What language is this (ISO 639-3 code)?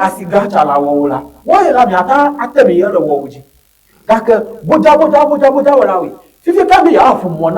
ewe